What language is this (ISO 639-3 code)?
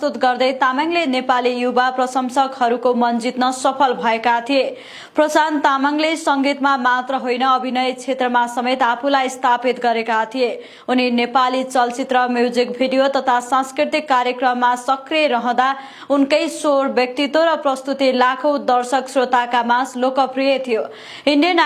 nep